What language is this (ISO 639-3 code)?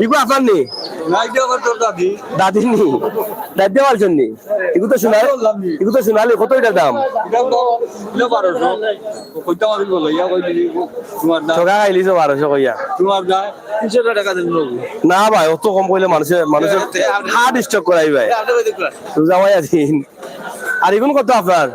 syl